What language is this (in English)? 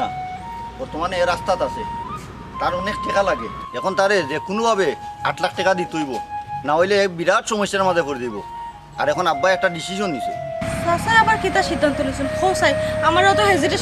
Sylheti